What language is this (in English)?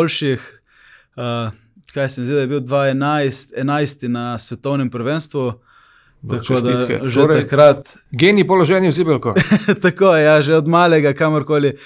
Slovenian